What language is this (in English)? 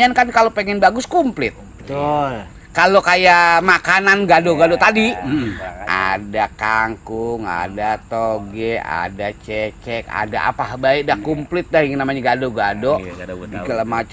Betawi